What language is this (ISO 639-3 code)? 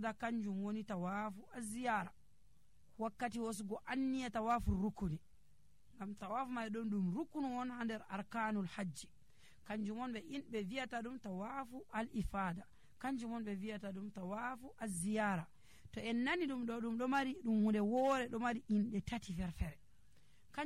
fuv